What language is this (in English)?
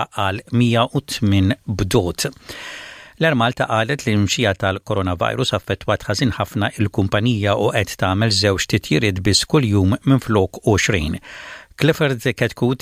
Maltese